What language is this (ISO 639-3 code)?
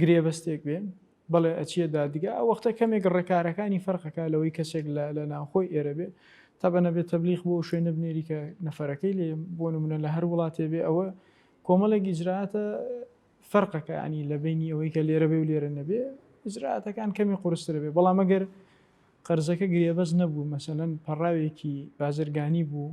ckb